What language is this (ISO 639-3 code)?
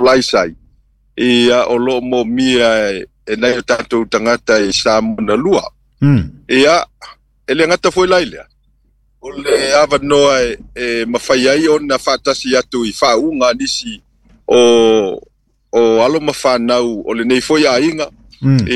smo